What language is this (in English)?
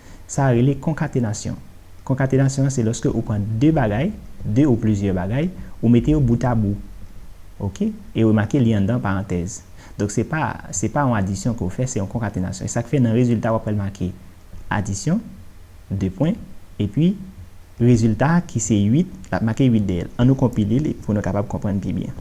Haitian Creole